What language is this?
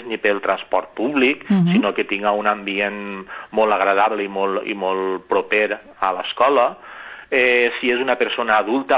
Catalan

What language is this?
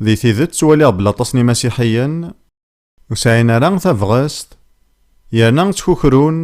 Kabyle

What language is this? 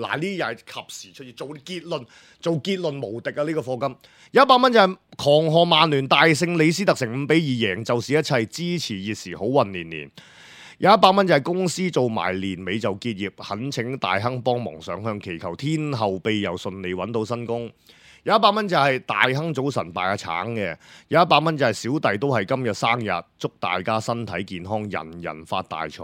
Cantonese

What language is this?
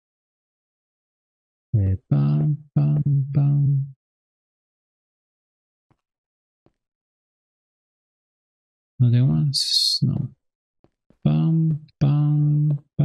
Spanish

